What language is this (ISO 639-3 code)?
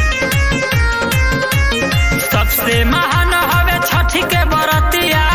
bho